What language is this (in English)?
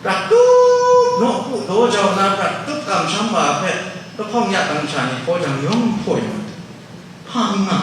Kachin